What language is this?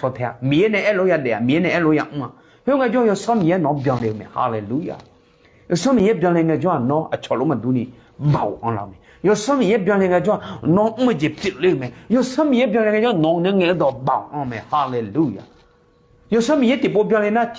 Akha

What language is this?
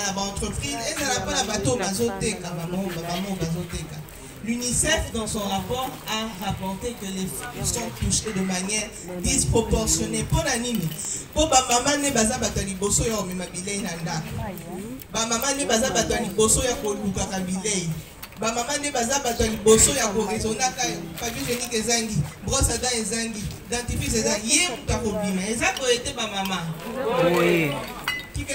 Lingala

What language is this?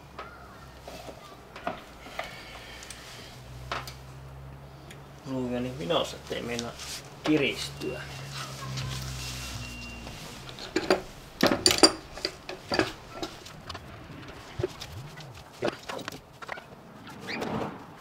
Finnish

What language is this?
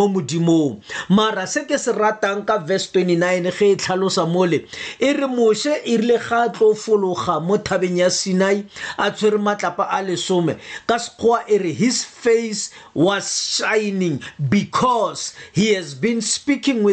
Tswana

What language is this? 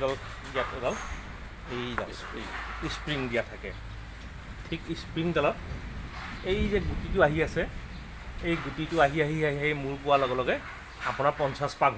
Assamese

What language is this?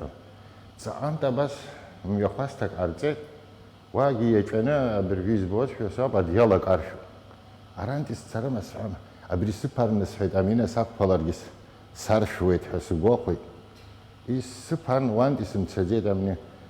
Abkhazian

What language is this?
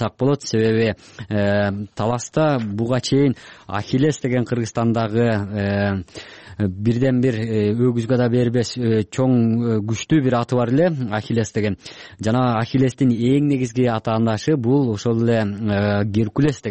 Kyrgyz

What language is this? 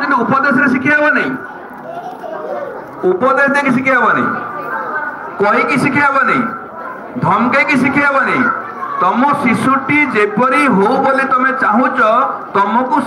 Odia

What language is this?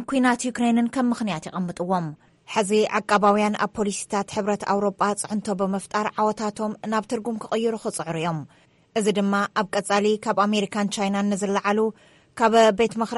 Tigrinya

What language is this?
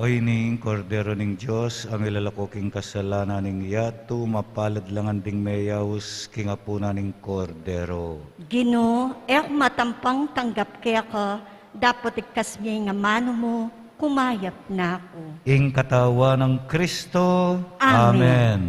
Pampanga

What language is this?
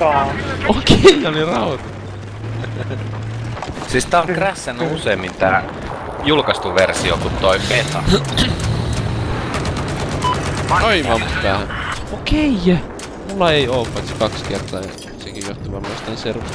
Finnish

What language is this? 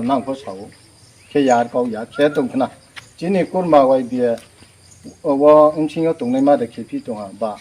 Riang (India)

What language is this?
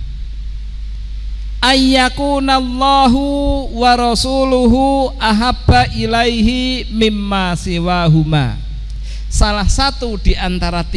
Indonesian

